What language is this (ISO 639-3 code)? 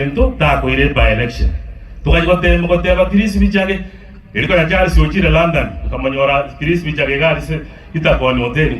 guz